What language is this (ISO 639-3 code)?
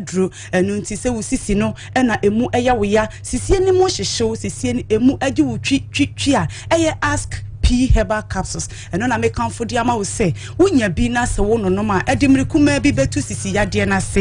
aka